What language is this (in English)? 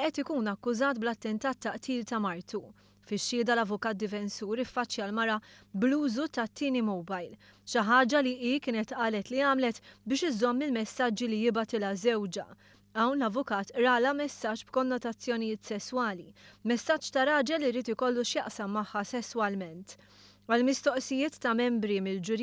Maltese